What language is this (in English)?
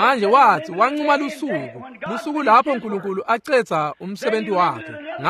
Swati